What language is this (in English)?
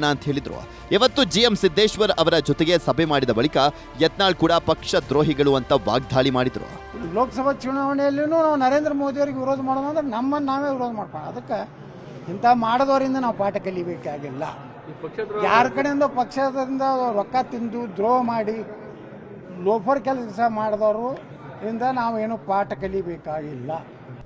Kannada